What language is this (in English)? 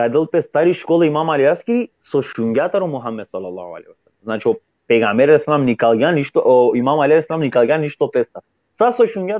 Balkan Romani